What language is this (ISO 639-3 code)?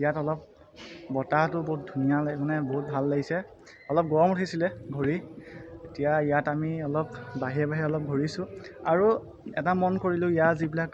asm